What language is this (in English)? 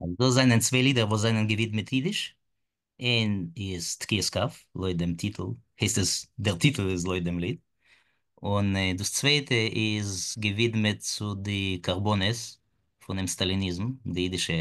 Yiddish